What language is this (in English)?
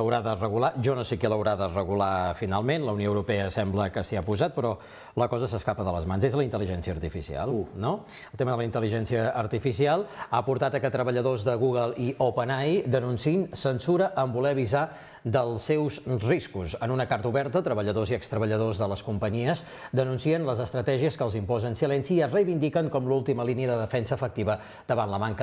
Catalan